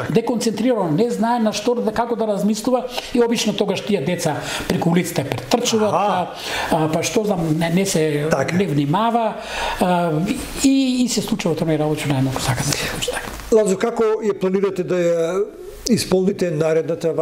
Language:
Macedonian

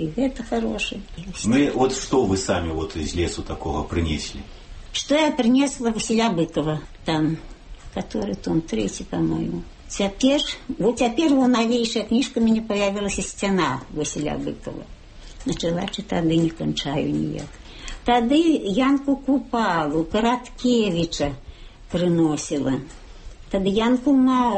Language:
Belarusian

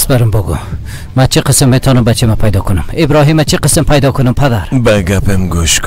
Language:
Persian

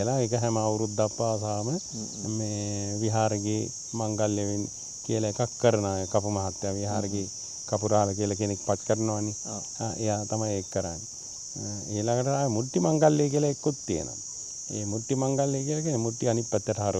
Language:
Sinhala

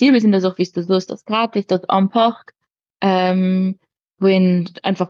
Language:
Luxembourgish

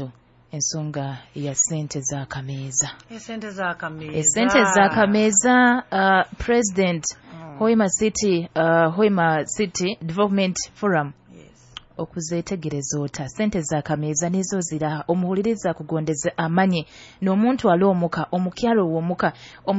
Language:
Nyoro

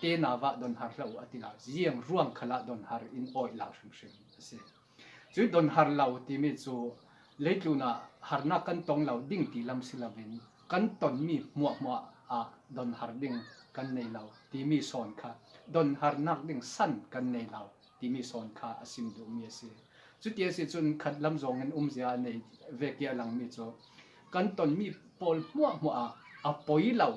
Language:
Falam Chin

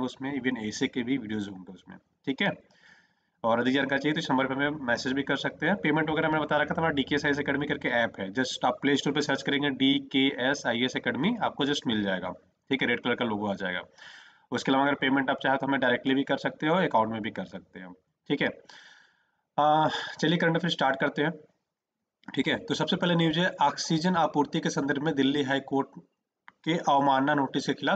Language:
Hindi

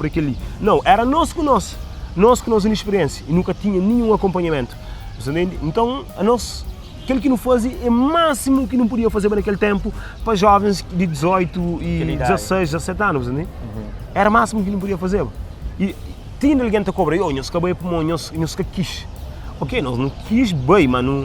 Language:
Kabuverdianu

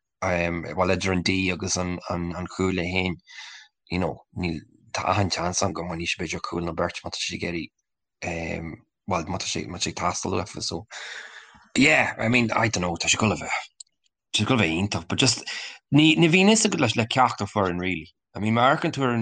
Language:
Irish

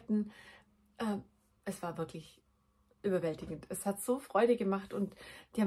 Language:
German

